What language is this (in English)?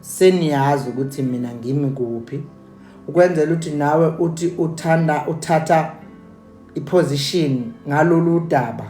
Zulu